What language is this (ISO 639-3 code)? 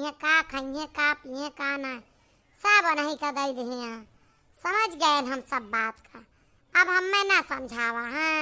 awa